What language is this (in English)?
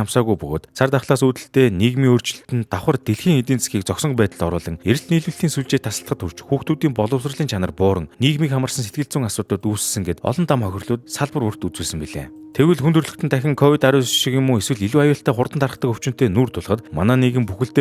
Mongolian